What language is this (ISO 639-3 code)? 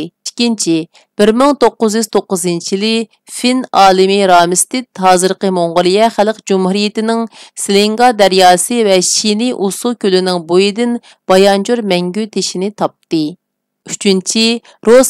uig